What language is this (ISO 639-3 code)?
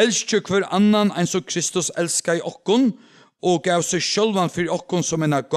fao